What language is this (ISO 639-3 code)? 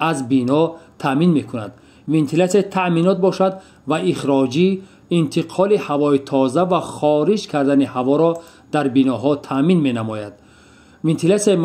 tgk